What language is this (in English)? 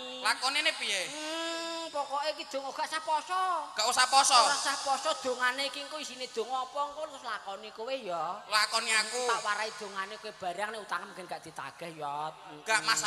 Javanese